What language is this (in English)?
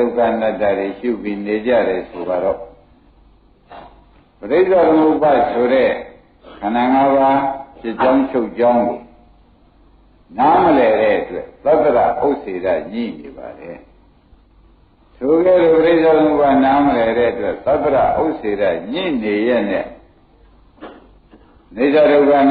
Burmese